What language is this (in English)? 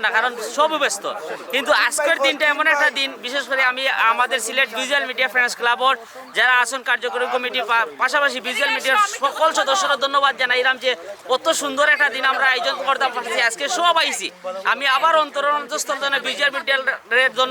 Sylheti